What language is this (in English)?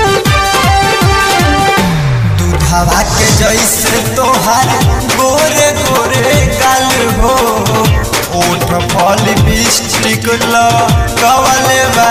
Bhojpuri